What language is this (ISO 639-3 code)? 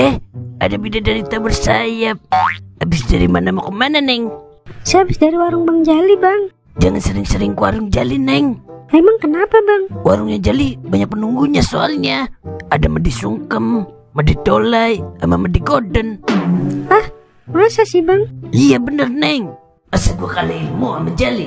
bew